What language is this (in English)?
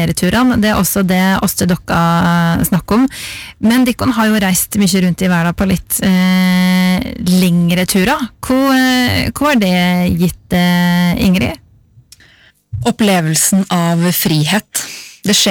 Norwegian